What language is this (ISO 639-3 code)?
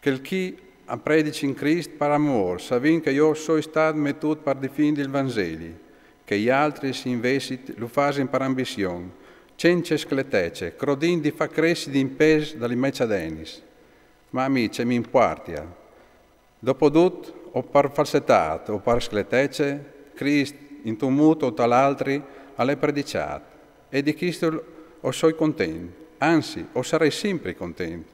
fur